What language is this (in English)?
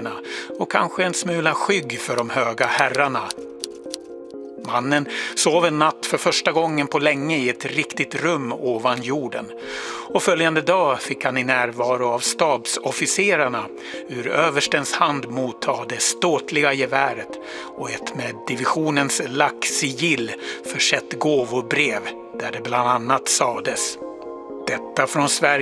Swedish